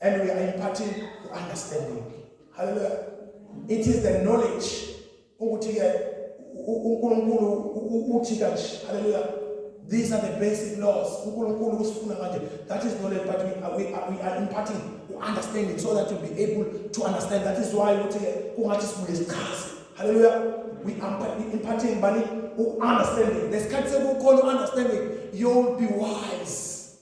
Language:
Zulu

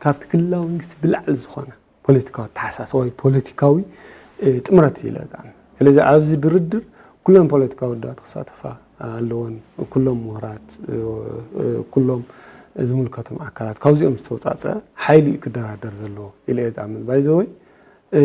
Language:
Tigrinya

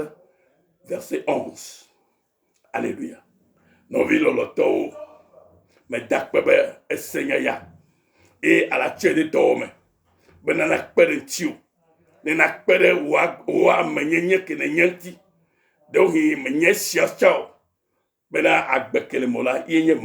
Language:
Ewe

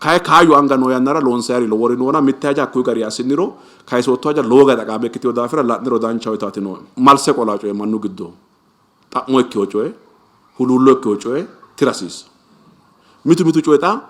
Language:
Sidamo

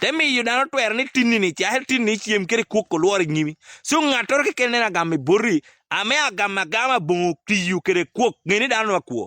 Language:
Acoli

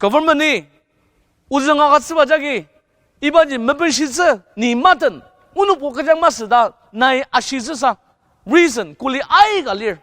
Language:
Ao Naga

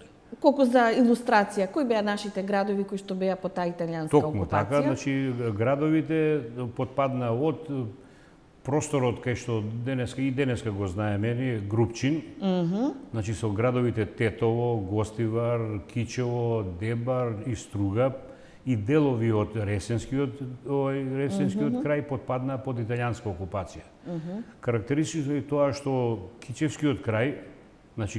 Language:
Macedonian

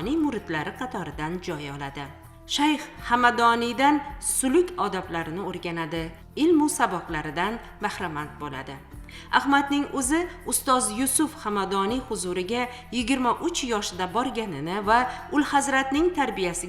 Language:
Uzbek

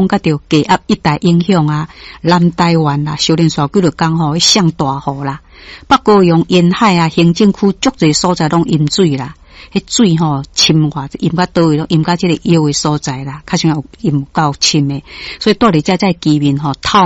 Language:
Min Nan Chinese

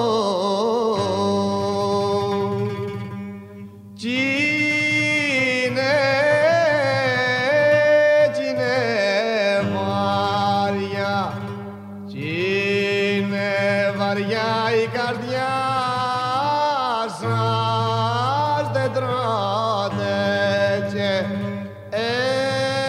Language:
Greek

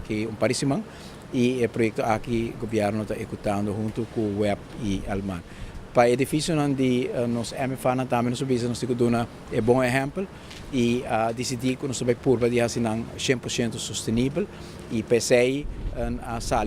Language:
Papiamento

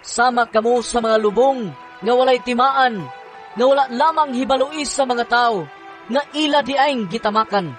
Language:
Cebuano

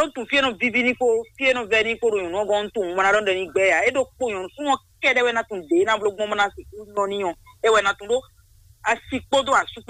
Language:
Fon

